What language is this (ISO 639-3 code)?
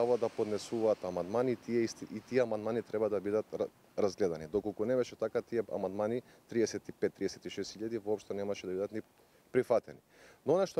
mkd